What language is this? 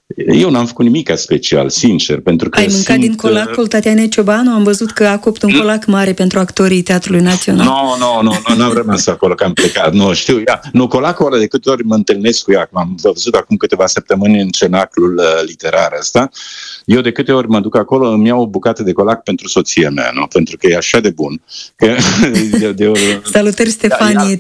Romanian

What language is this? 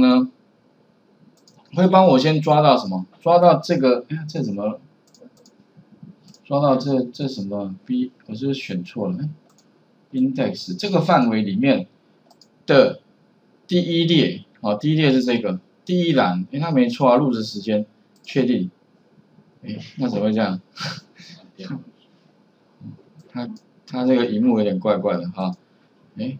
Chinese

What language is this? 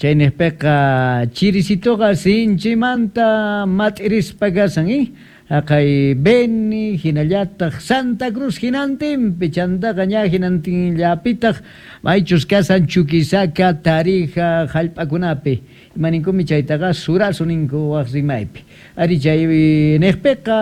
South Bolivian Quechua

